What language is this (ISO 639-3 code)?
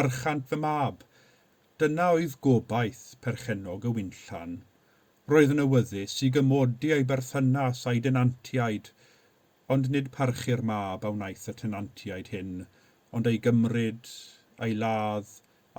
cym